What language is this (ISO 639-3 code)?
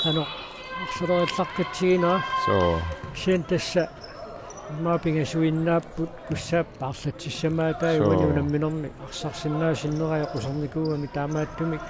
kal